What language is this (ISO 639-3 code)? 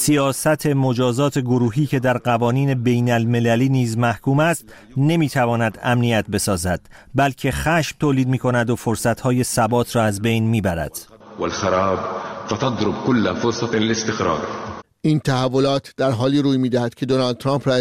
fas